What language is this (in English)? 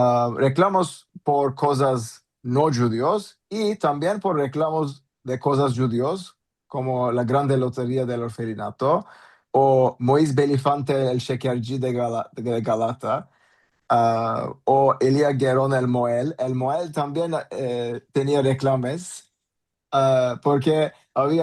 Ladino